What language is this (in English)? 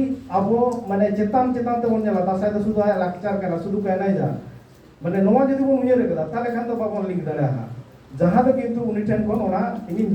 Santali